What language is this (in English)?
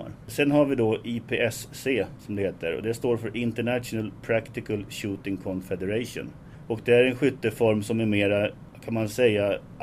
Swedish